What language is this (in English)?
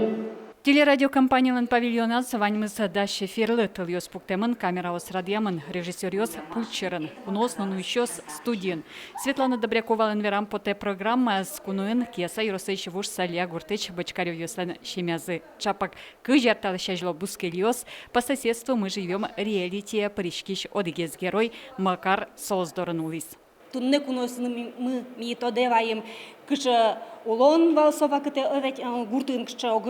Udmurt